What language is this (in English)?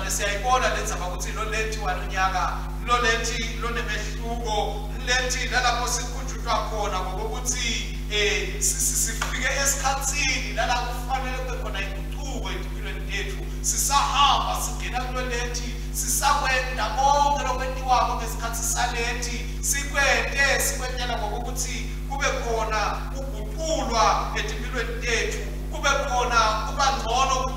Swati